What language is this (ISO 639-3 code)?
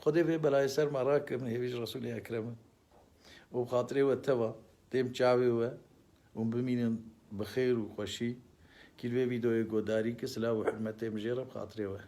kur